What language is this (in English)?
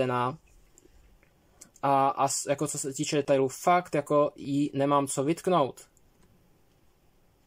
Czech